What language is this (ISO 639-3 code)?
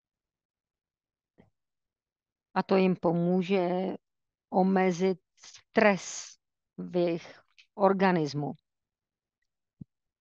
ces